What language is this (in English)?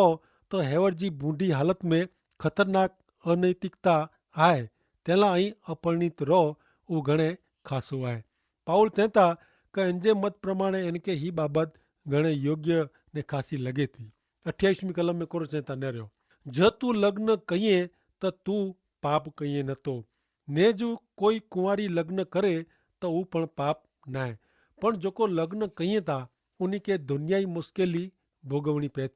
Kachhi